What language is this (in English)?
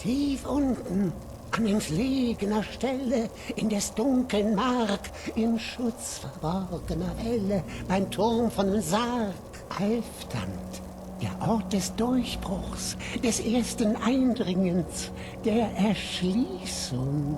Bavarian